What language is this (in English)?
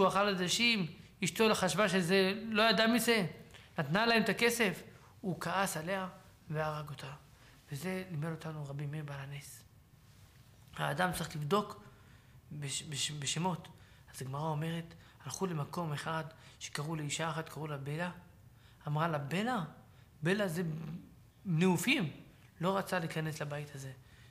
Hebrew